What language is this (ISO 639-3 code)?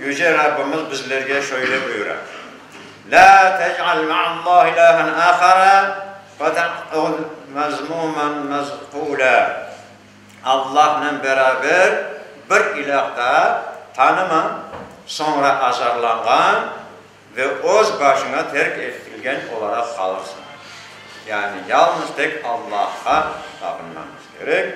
crh